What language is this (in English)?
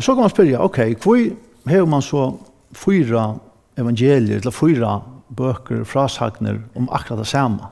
Faroese